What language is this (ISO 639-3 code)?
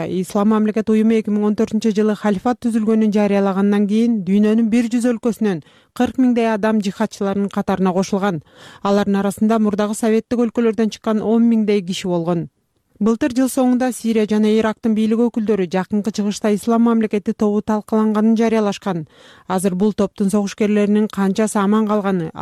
kir